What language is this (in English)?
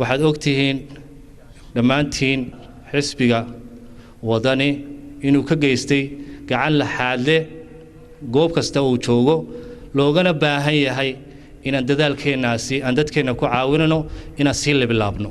Somali